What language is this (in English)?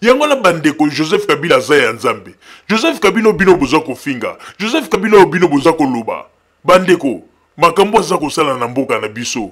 Lingala